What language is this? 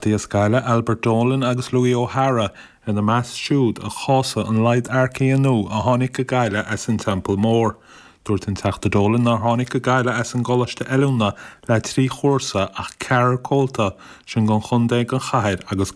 Irish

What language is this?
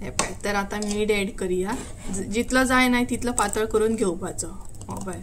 Konkani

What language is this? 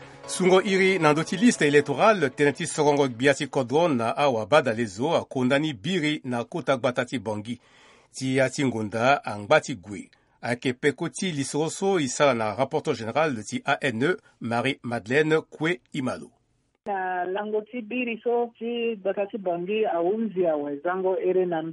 Sango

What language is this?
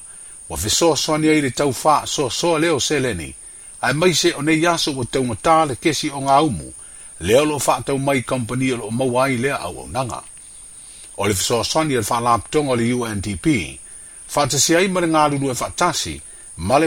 Samoan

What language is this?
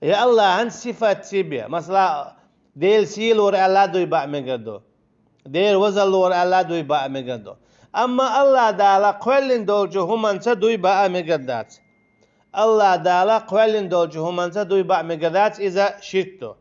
Chechen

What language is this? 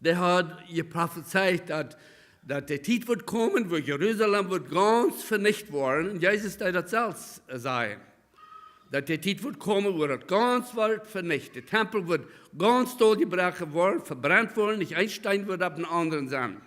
Plautdietsch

